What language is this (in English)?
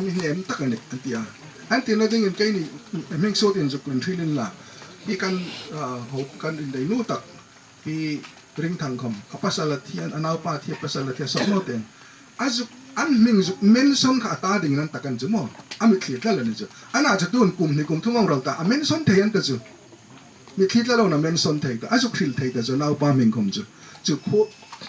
Hmar